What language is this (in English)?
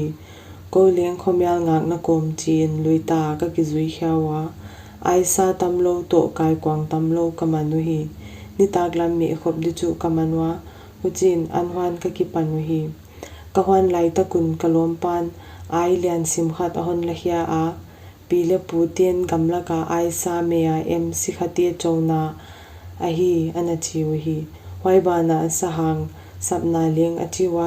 Paite Chin